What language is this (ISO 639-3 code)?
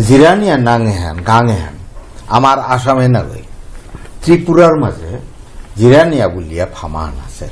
bpy